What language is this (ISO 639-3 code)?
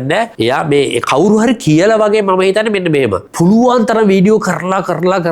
sin